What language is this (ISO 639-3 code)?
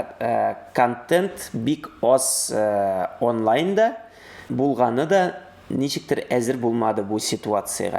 tat